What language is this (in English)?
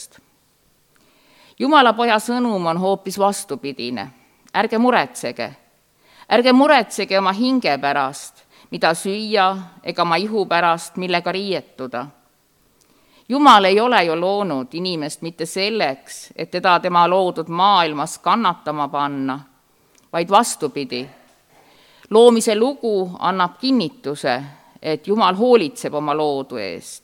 Estonian